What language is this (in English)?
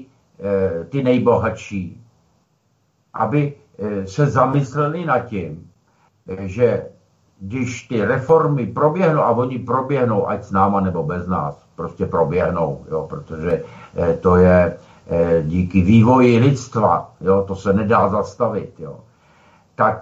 Czech